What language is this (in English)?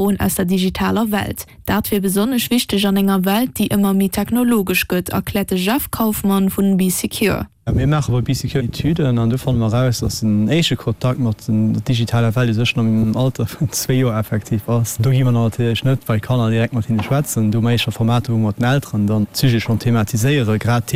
Luxembourgish